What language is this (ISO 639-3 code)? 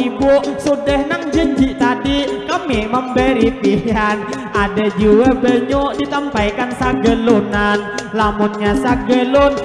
bjn